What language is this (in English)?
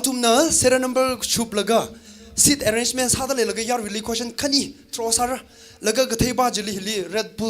Tangkhul Naga (India)